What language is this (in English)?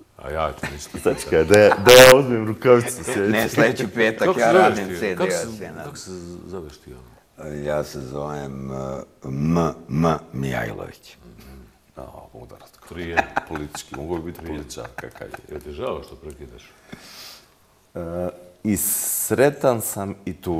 Bosnian